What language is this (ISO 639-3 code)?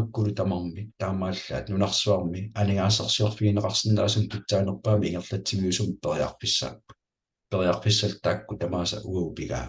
kal